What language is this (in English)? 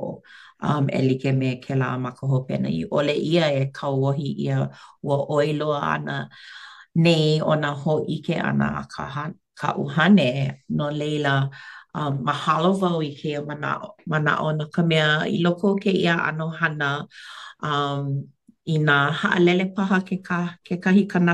Hawaiian